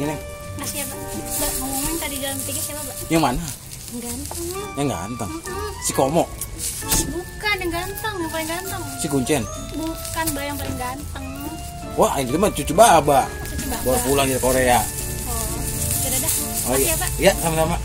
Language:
Betawi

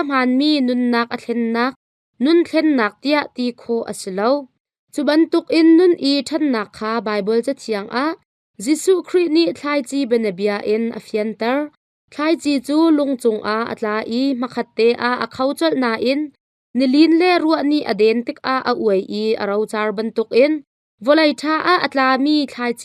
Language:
Hakha Chin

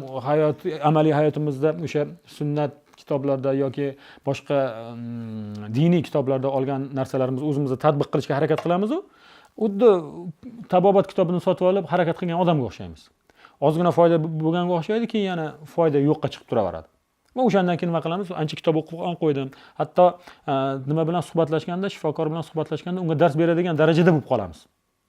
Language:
Uzbek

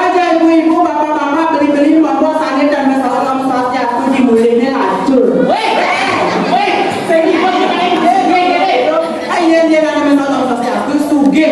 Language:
Balinese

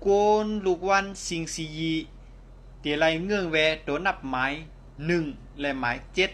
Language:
Shan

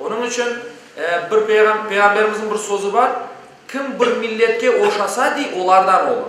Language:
Crimean Tatar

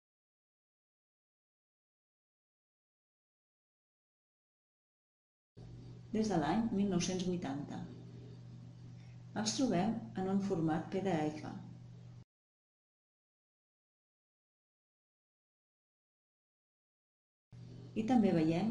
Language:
Catalan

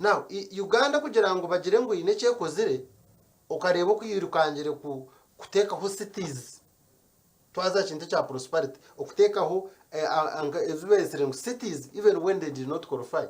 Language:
Nyankole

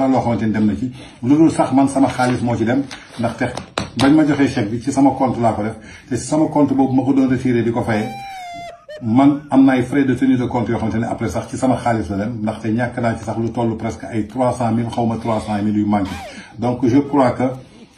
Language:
Wolof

